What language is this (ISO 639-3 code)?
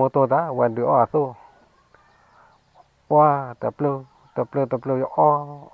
ksw